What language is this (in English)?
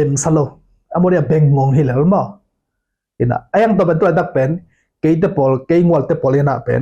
Tedim Chin